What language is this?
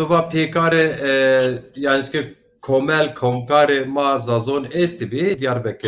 Zaza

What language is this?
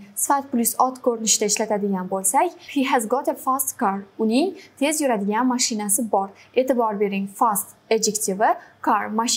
Uzbek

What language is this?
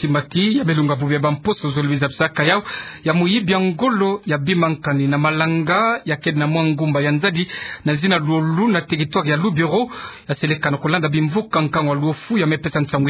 Kituba (Democratic Republic of Congo)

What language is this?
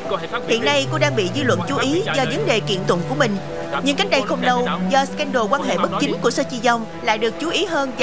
Vietnamese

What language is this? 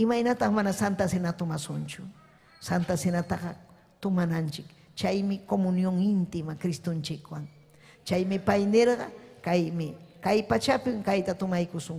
Ayacucho Quechua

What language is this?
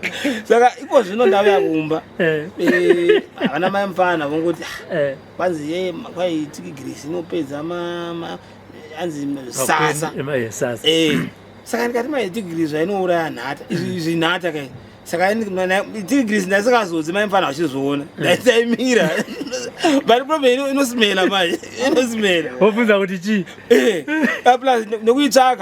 Shona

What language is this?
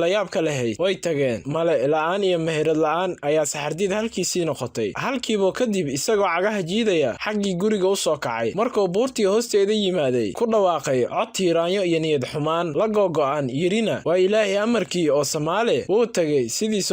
Somali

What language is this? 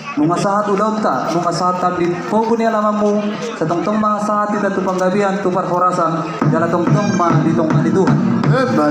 Batak Toba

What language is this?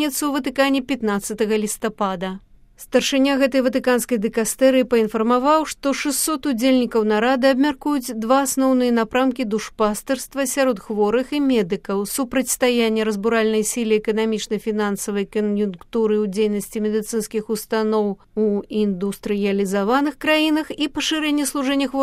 Belarusian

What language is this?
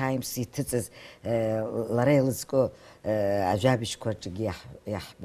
Abkhazian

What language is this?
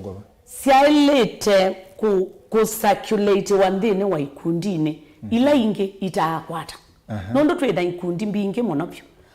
Kamba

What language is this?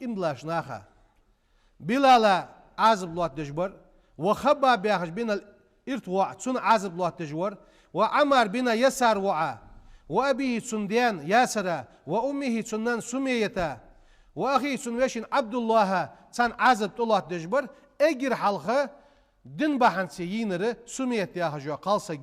Ingush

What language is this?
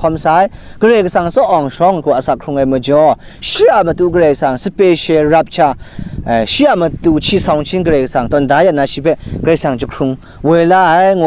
Kachin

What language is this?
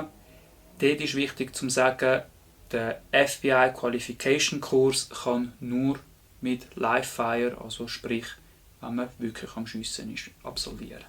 Swiss German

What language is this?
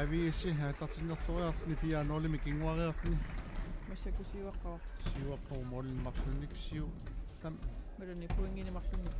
Kalaallisut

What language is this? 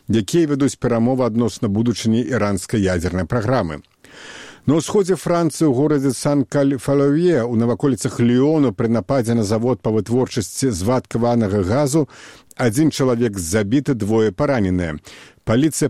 Belarusian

